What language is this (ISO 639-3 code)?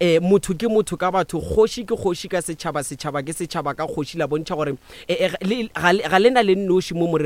nso